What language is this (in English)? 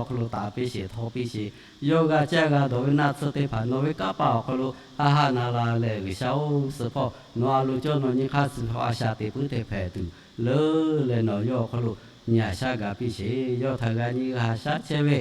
Lahu